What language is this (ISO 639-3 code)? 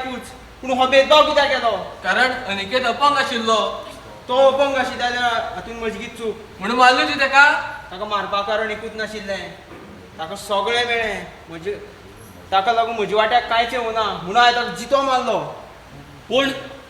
kok